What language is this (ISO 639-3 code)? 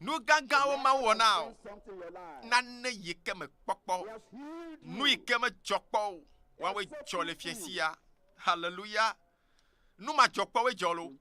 ewe